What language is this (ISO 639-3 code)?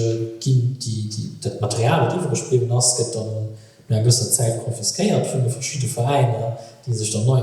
ltz